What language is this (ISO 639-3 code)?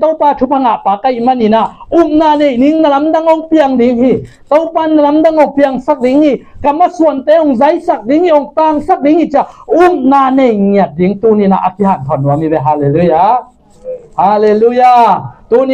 ctd